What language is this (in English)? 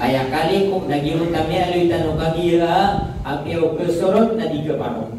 Maranao